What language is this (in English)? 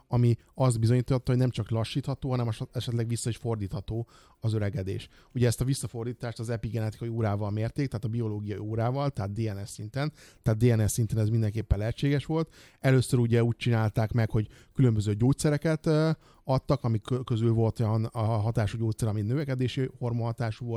Hungarian